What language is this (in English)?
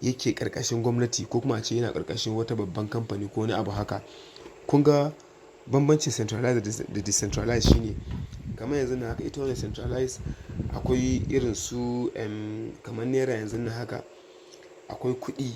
Hausa